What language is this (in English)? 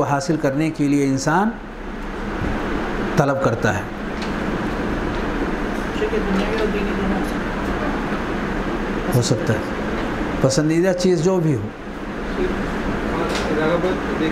Urdu